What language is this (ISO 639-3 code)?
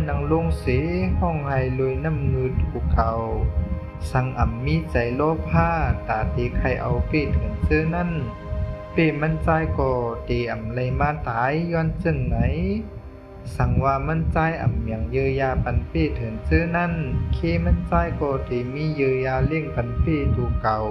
shn